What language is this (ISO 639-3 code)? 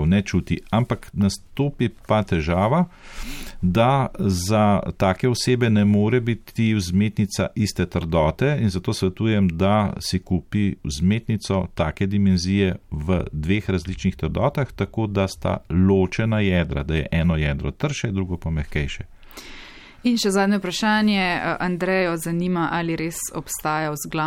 slv